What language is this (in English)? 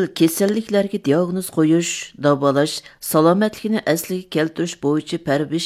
Uyghur